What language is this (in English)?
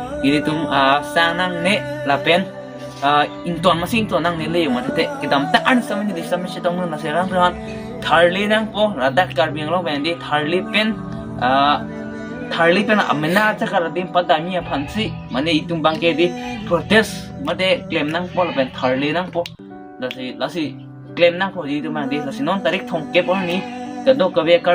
Karbi